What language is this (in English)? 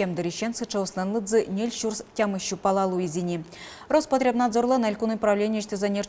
Udmurt